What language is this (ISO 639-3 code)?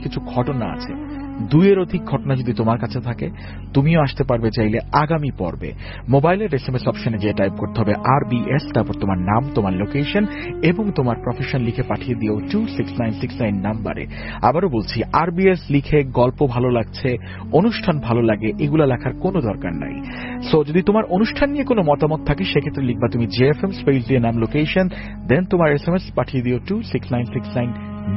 ben